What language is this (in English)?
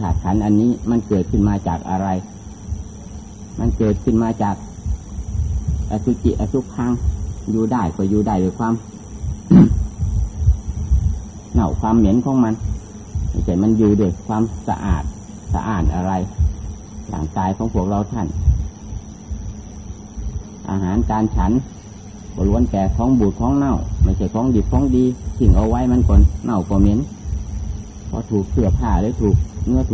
Thai